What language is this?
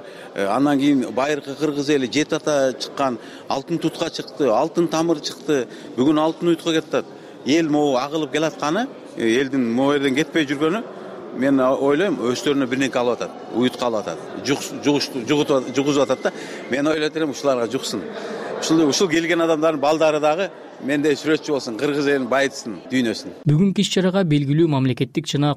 Kyrgyz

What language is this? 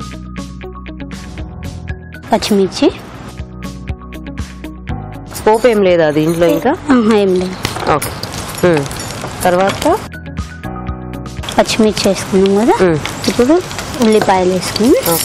Telugu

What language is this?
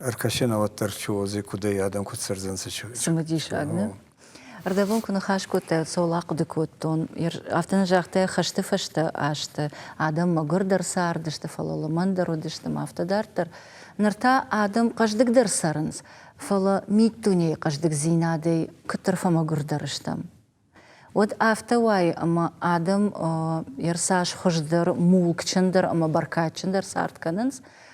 Ossetic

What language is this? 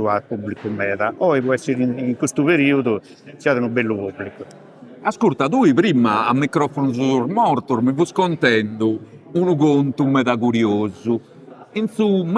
Sardinian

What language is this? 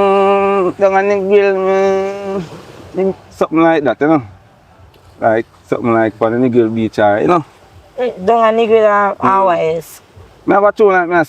Jamaican Creole English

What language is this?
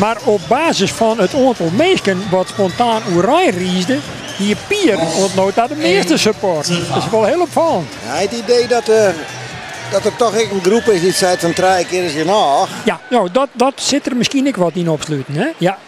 Western Frisian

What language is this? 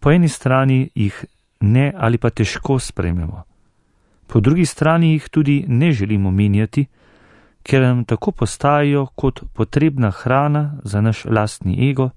Slovenian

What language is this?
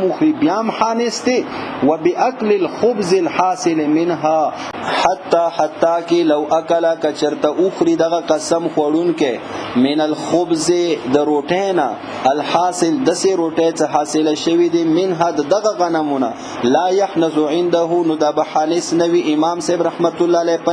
Pashto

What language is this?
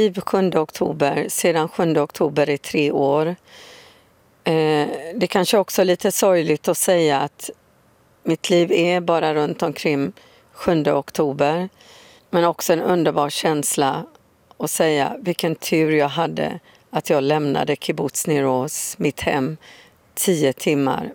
Swedish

